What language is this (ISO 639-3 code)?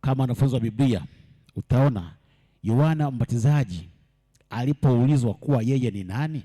swa